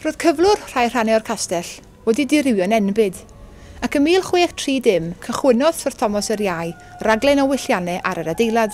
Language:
Welsh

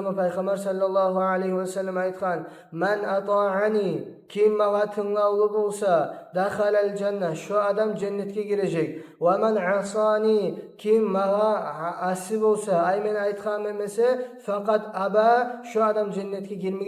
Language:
Kumyk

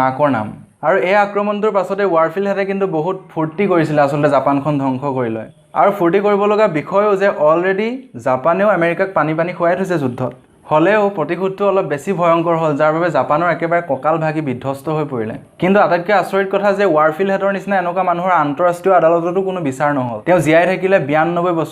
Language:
Assamese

